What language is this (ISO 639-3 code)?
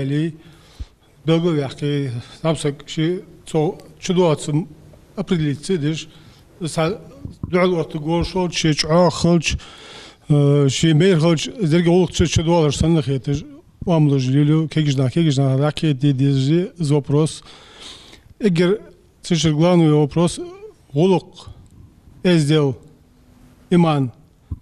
inh